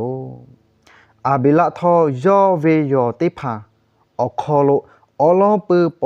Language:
Lahu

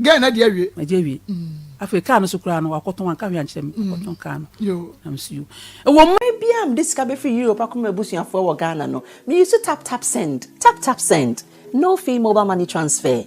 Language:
Akan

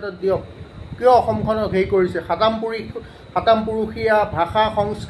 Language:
Assamese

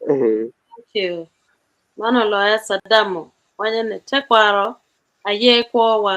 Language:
Acoli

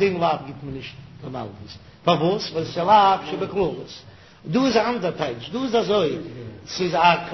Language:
Yiddish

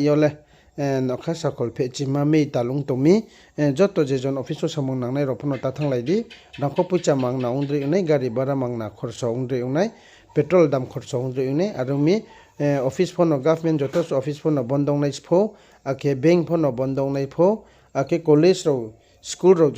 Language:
Riang (India)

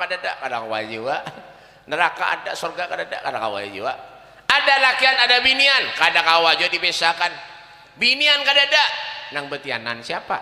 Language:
Banjar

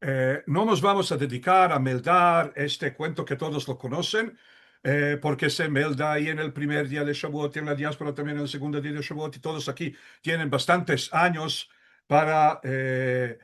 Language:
Ladino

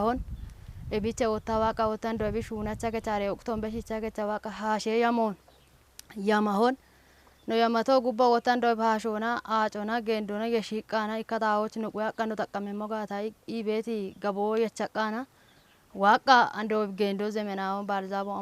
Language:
Kafa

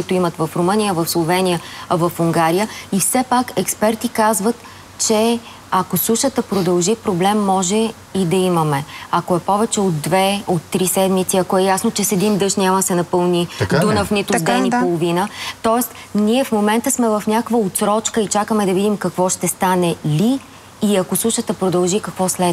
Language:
Bulgarian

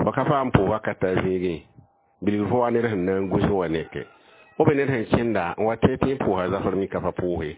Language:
Mossi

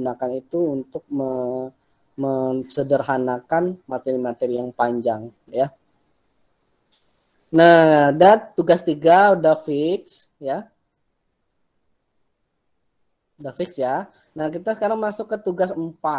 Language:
Indonesian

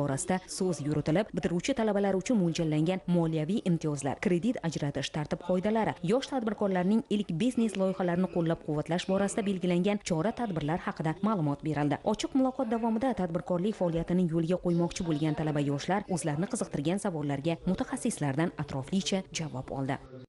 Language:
Uzbek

